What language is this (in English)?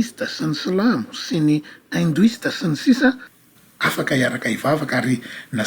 Malagasy